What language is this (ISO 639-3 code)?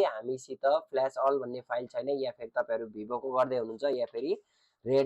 nep